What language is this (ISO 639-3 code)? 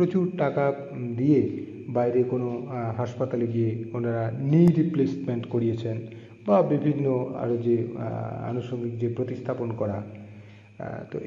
ben